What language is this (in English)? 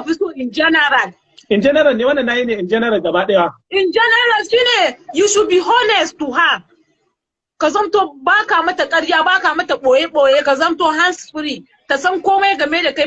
Hausa